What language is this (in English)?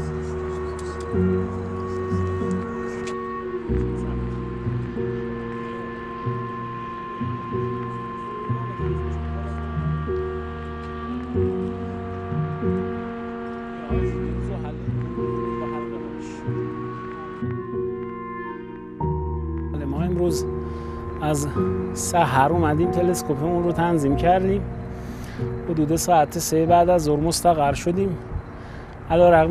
Persian